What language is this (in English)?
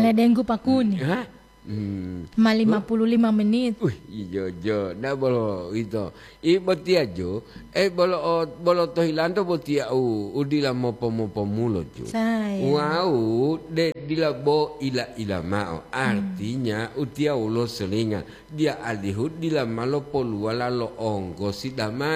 Gorontalo